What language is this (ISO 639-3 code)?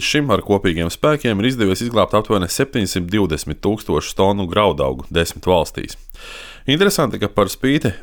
lav